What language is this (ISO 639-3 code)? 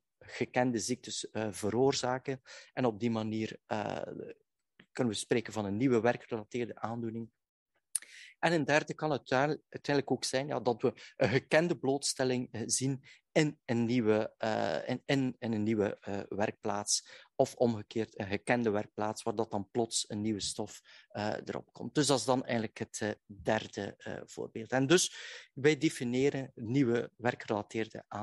nld